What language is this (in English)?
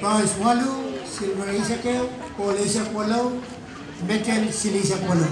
Pohnpeian